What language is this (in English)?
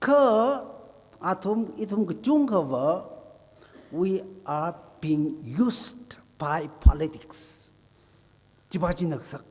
Tangkhul Naga (India)